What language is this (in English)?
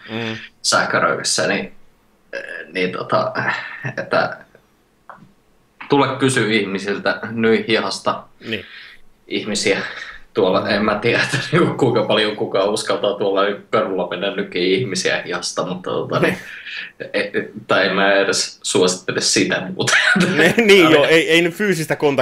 Finnish